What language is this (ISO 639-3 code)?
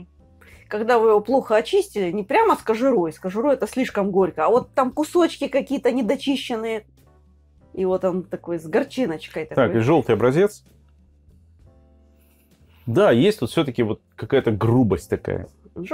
rus